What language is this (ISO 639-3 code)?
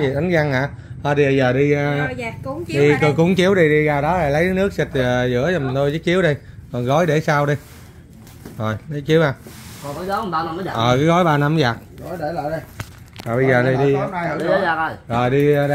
vie